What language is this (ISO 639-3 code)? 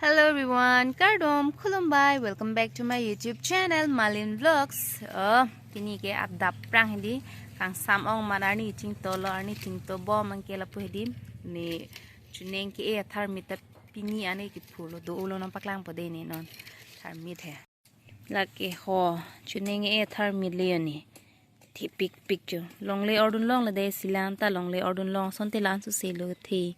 mjw